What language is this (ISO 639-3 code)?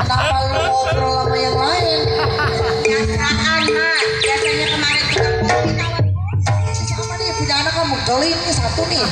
bew